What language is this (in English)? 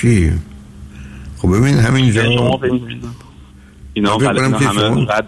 Persian